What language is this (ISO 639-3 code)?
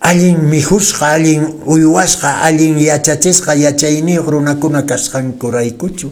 que